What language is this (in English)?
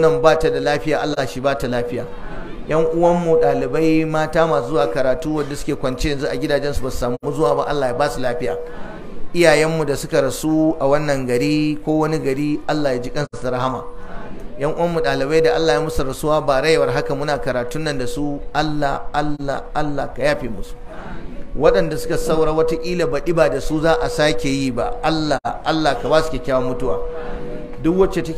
Hausa